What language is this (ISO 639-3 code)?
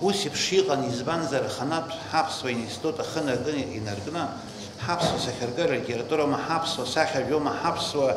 abk